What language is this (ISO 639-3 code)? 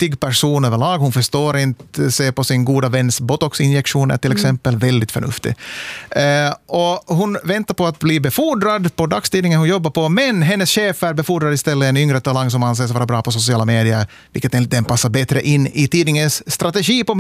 swe